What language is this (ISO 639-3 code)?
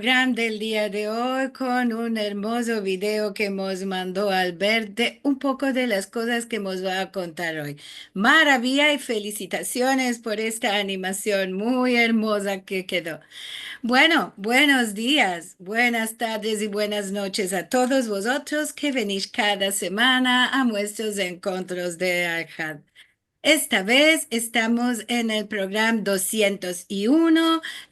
lad